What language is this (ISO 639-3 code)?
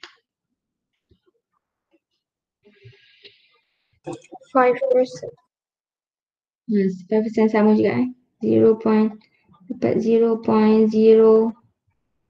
msa